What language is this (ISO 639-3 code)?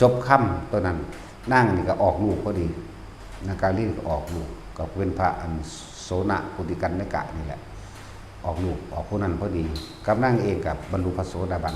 lao